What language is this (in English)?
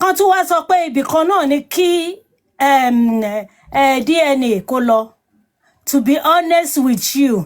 Yoruba